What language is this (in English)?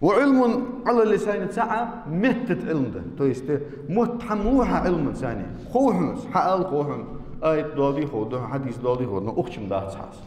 Ingush